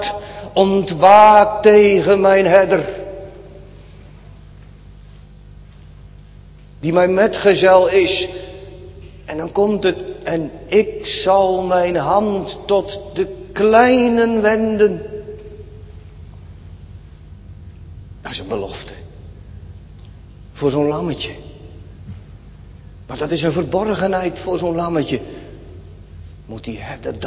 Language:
Dutch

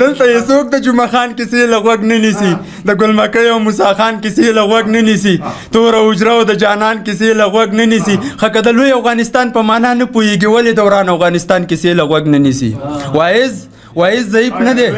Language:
Pashto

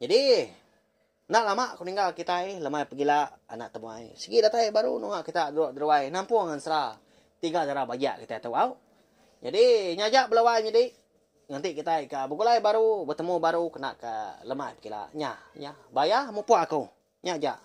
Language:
Iban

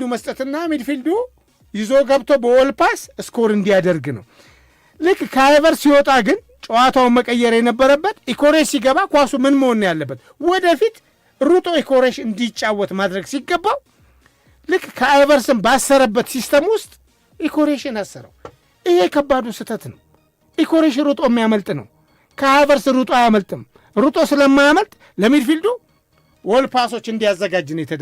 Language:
Amharic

